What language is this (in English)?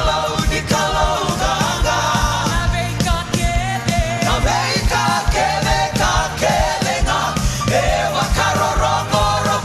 Fijian